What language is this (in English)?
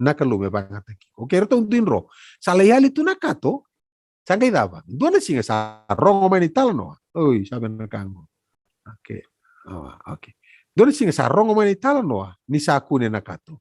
Fijian